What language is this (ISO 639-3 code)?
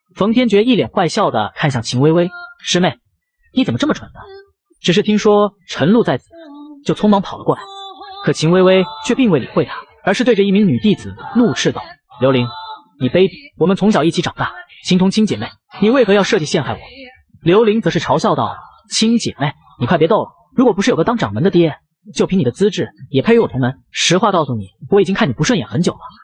zho